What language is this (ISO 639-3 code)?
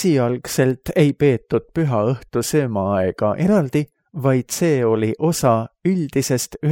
est